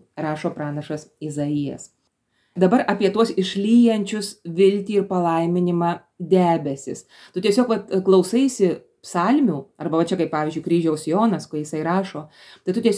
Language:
Lithuanian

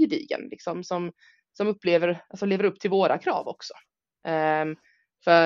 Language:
Swedish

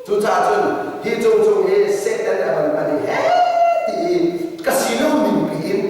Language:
Hakha Chin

